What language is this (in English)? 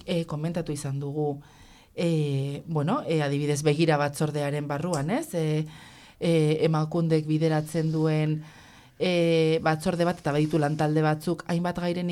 Basque